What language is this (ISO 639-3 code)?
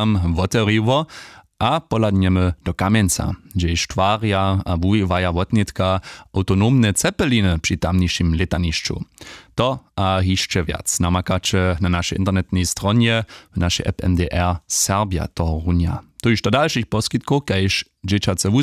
hsb